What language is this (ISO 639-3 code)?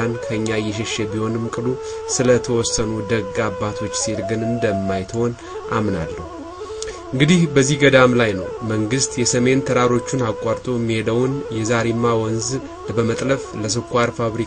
amh